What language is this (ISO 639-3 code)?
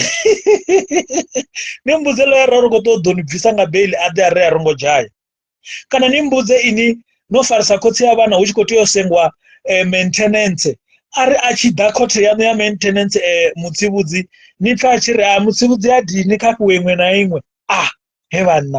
ven